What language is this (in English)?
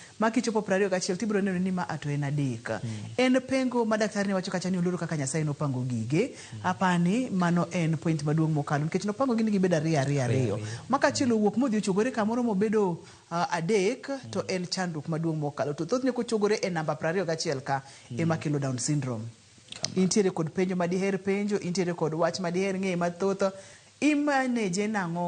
Luo (Kenya and Tanzania)